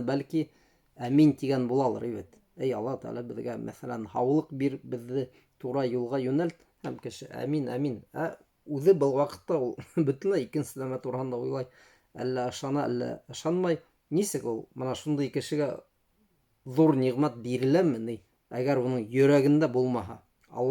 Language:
Bashkir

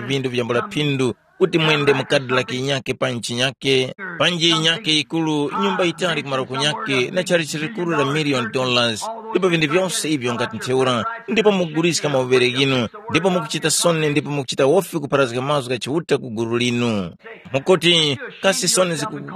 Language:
Tumbuka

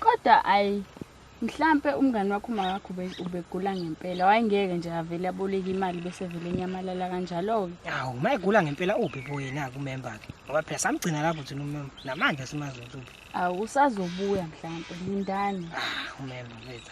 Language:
Zulu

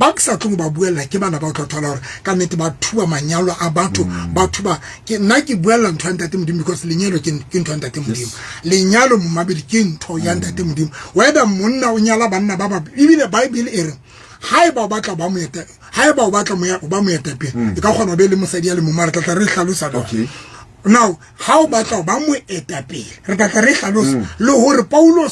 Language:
Southern Sotho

